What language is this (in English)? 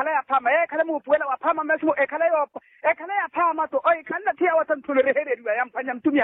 Makhuwa